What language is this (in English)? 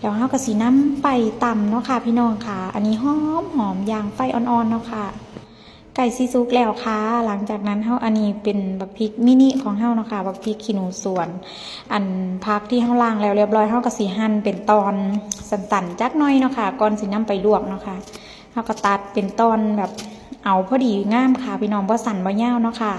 Northeastern Thai